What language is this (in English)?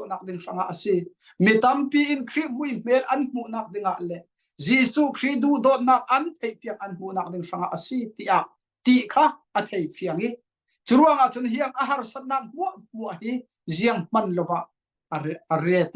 Falam Chin